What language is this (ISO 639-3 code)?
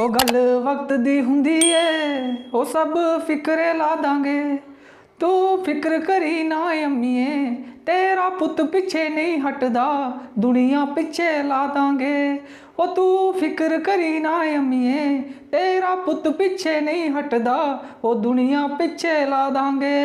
doi